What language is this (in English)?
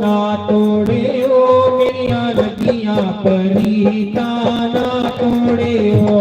Dogri